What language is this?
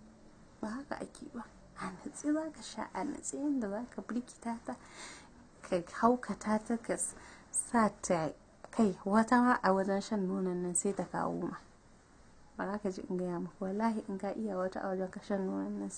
Hausa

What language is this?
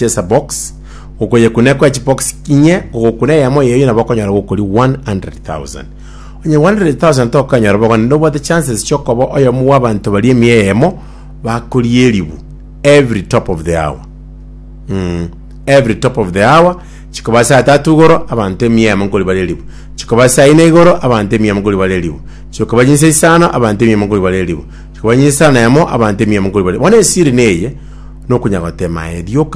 Gusii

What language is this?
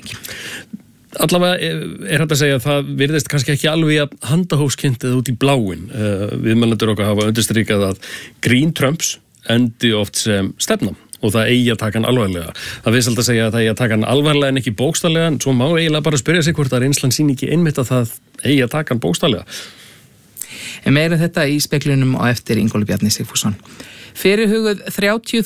Icelandic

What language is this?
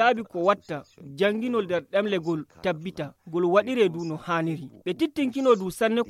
Nigerian Fulfulde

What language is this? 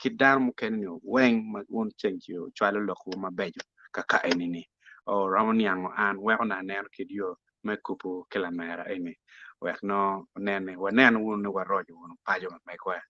Acoli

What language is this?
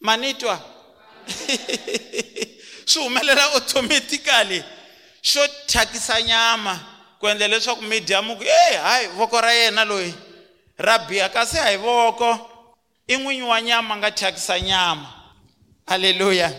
Tsonga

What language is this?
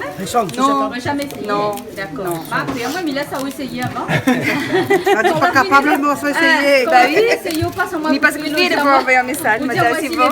Réunion Creole French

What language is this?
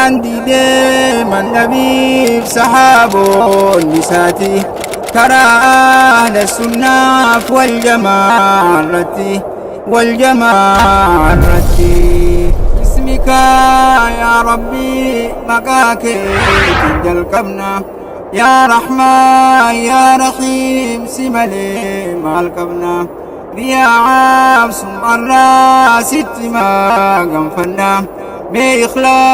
Oromo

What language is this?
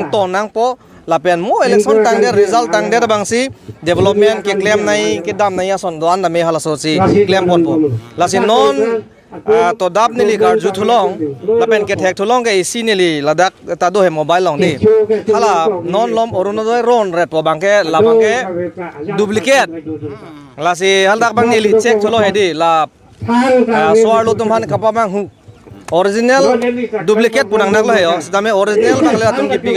Karbi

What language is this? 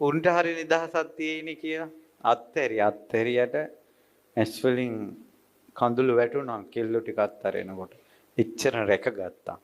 Sinhala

